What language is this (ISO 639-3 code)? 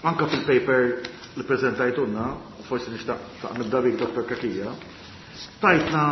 mlt